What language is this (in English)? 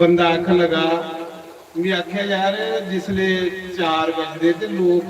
Dogri